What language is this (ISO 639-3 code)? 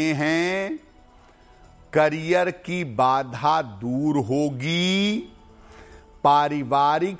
hin